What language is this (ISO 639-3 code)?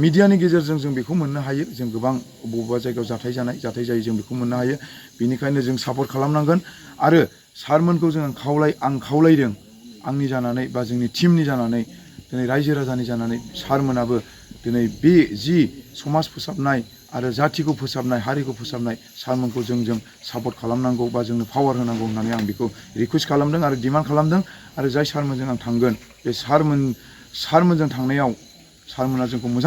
brx